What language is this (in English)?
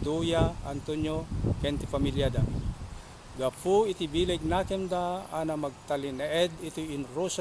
Iloko